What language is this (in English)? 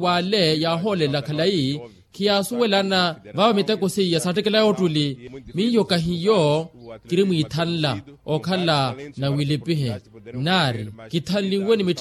Makhuwa